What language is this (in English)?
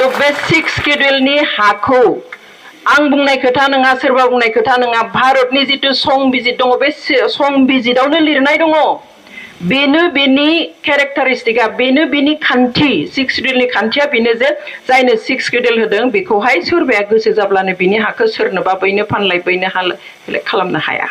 Bodo